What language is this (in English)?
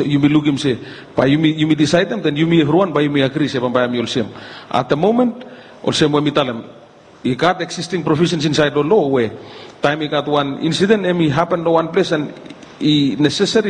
Bislama